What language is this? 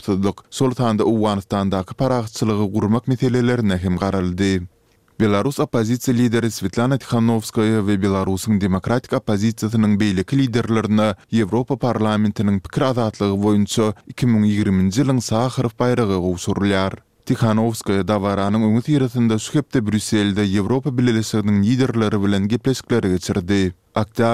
Turkmen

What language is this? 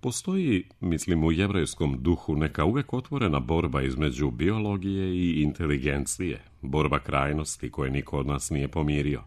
Serbian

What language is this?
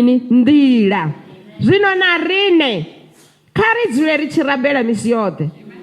Venda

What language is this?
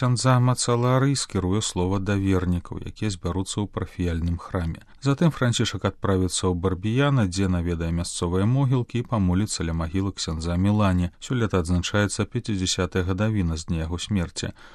Belarusian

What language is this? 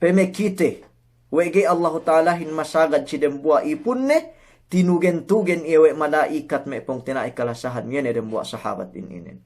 Yakan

